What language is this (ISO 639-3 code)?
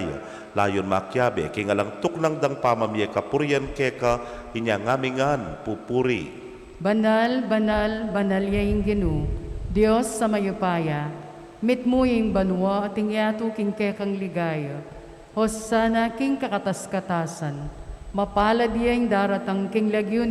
pam